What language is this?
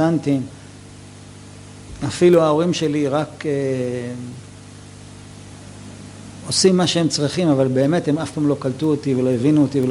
Hebrew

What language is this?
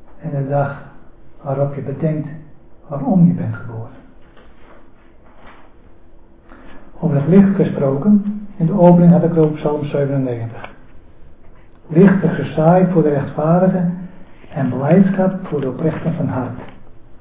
Dutch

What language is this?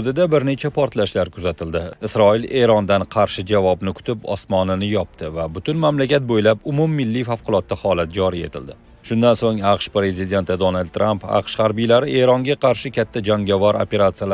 Uzbek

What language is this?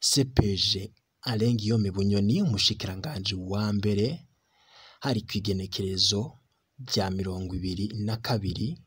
Rundi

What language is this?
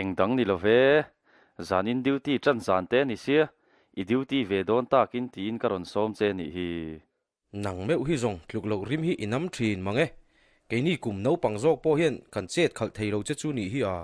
Mizo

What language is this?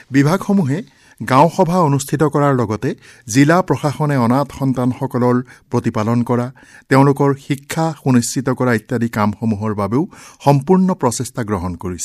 Assamese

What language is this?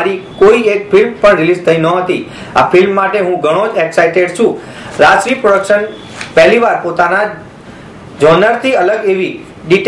Gujarati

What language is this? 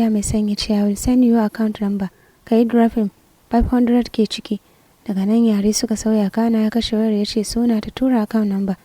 Hausa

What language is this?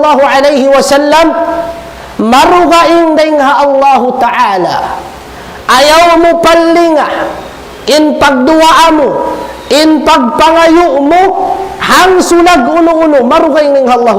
Tausug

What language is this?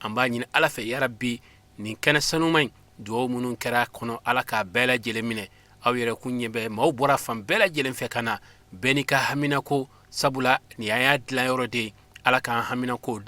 Bambara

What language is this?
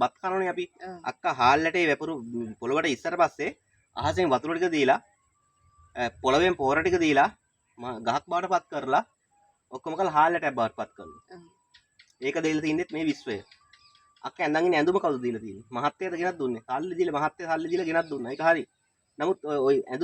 Sinhala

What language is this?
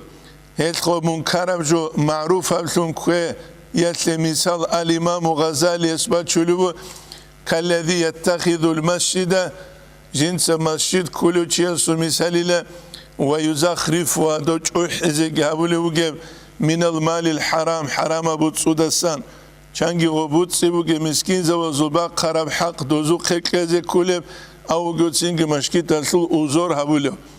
Avaric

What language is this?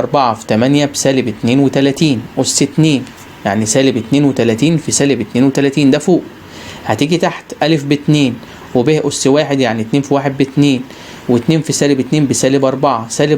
Egyptian Arabic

